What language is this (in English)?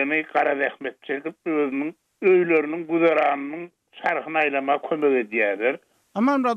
Turkmen